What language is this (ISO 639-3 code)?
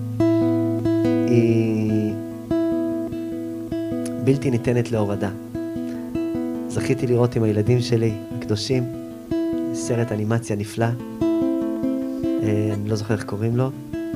heb